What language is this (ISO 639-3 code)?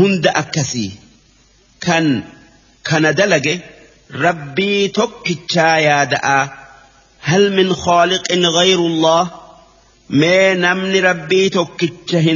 orm